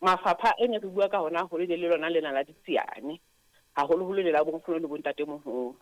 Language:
Southern Sotho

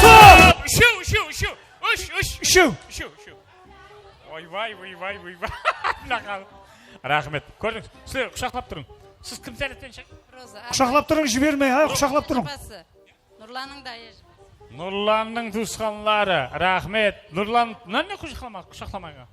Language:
Kara-Kalpak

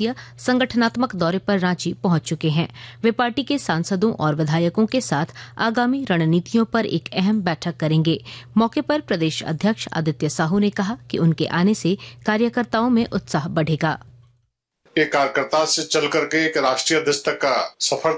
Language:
Hindi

